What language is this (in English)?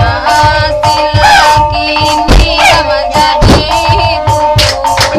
Minangkabau